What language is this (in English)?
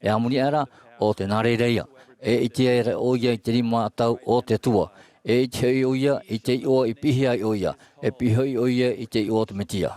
Tahitian